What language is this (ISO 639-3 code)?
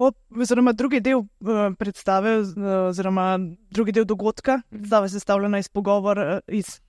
slv